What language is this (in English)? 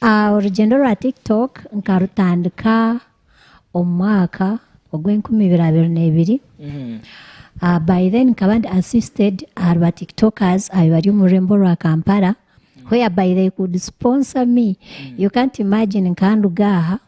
Nyankole